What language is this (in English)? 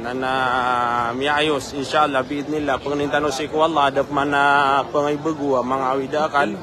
Maranao